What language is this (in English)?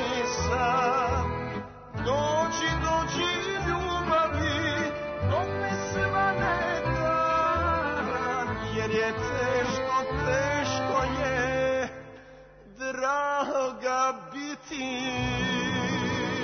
Serbian